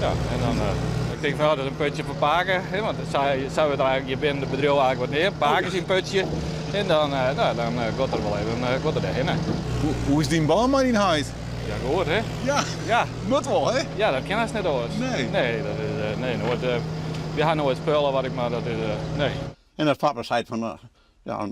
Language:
Western Frisian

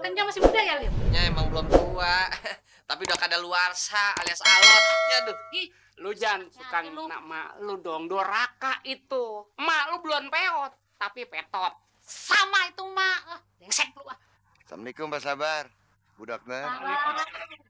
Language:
Betawi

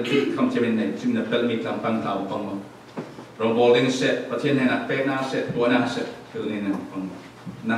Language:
Falam Chin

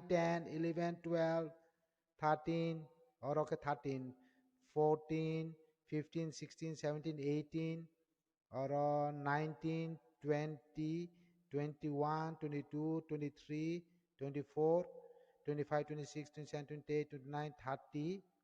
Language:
Kok Borok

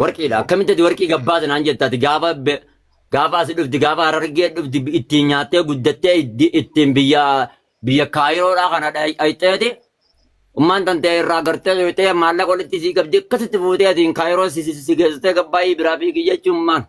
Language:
Oromo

